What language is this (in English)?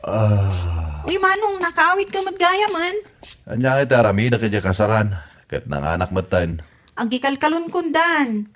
Iloko